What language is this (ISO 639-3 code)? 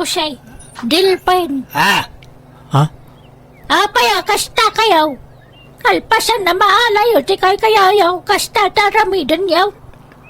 ilo